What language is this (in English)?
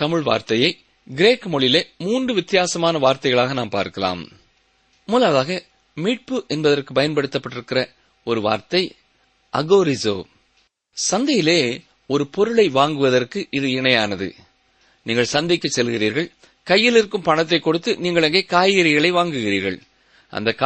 Tamil